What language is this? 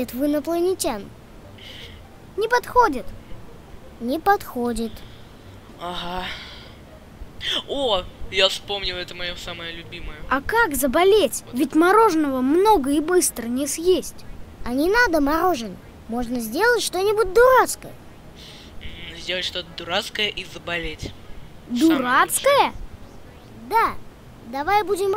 Russian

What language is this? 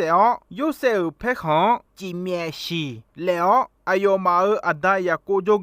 Akha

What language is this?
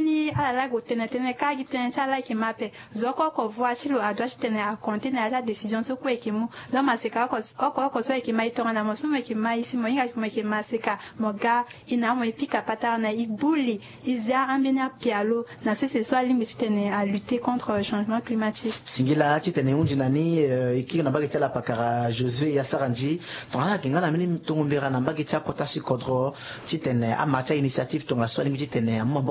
Sango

